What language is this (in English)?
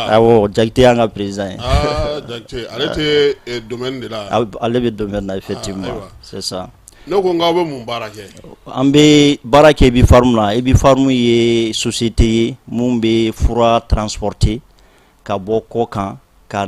Bambara